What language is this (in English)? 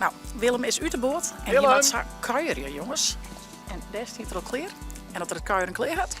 Western Frisian